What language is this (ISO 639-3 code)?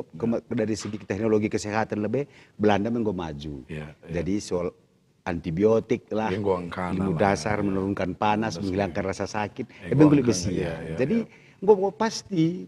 btx